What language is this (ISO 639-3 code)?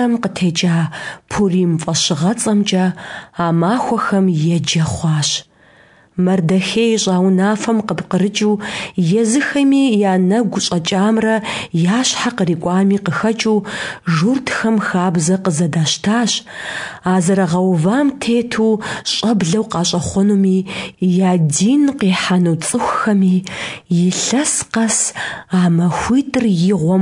kbd